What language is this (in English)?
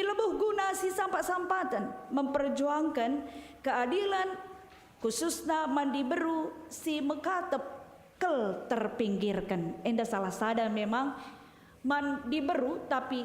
Batak Karo